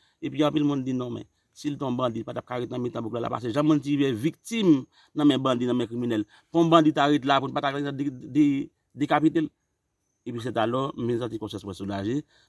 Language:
Haitian Creole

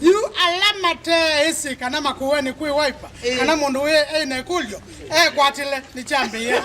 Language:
Kamba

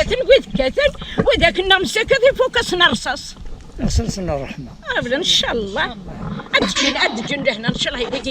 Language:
Kabyle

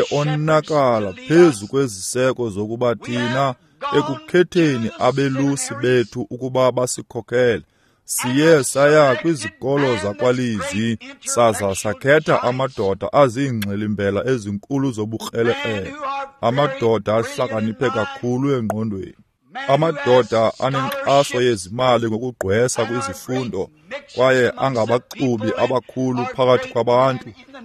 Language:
Xhosa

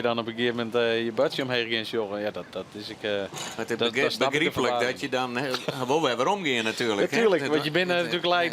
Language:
Western Frisian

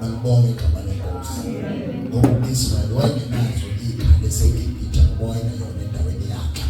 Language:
Zulu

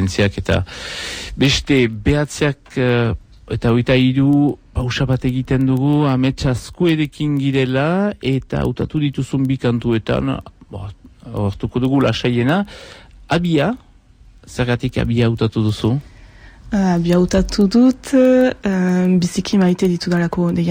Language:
Basque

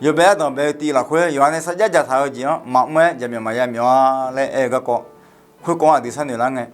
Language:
Akha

